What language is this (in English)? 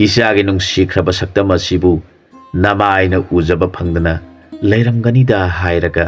Manipuri